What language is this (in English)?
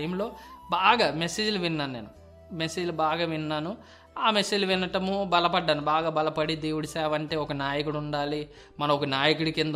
Telugu